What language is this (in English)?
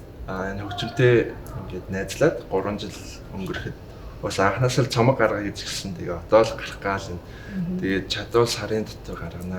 Mongolian